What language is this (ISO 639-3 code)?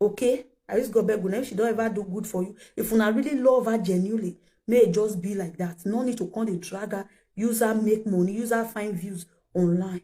pcm